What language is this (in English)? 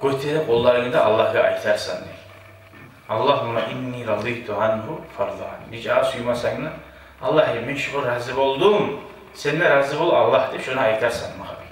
Kumyk